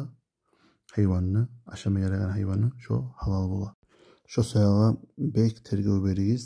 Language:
Kumyk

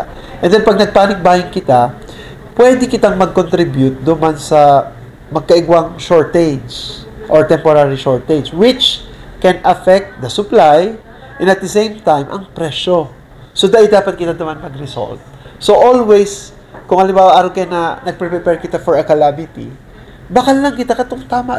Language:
Bikol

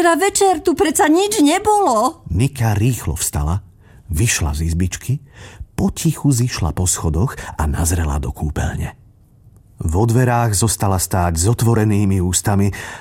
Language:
Slovak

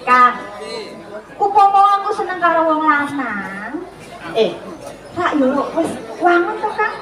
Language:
Javanese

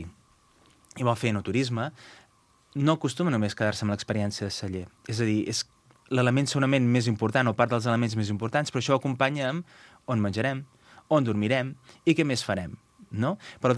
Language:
Catalan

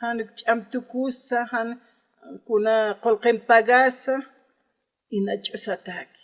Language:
Aymara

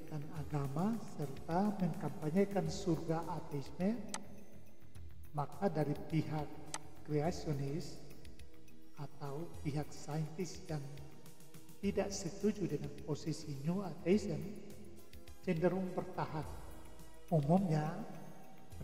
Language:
Indonesian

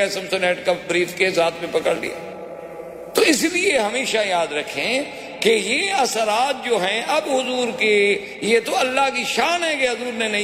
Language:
Urdu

